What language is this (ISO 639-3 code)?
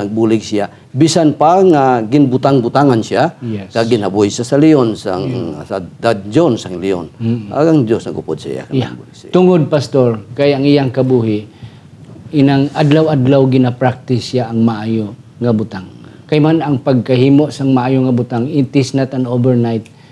hil